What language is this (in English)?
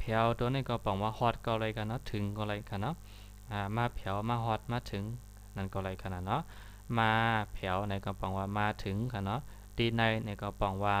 Shan